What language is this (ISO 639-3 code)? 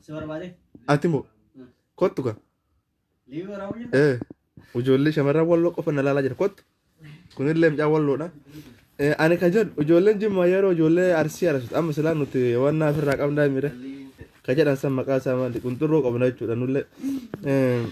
orm